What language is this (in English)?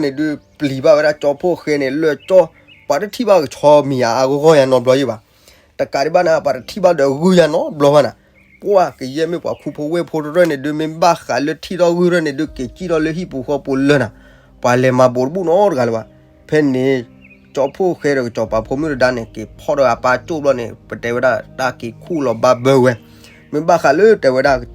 S'gaw Karen